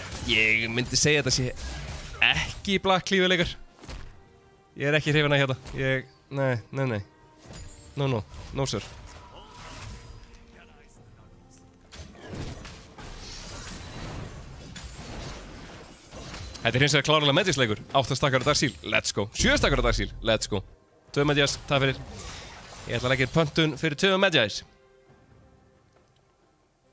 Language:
Icelandic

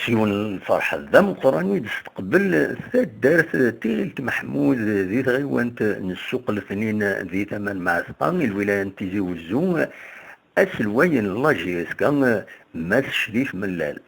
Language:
Kabyle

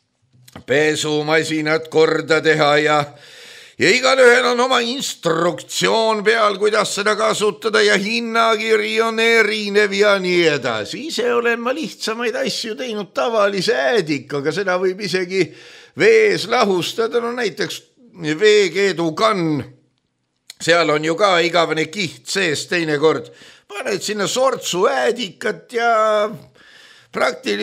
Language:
Estonian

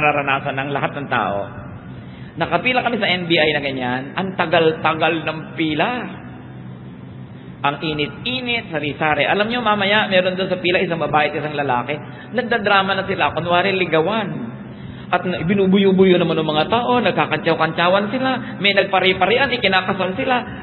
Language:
Filipino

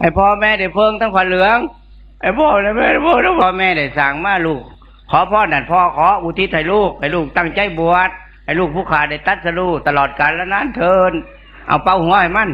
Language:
Northeastern Thai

